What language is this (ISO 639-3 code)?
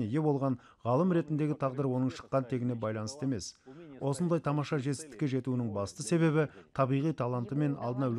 kaz